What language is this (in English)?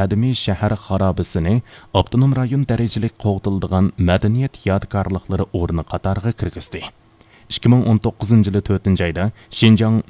Uyghur